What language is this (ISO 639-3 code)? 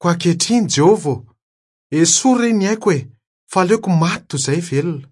mlg